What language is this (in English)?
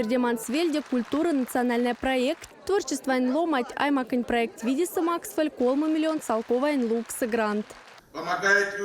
Erzya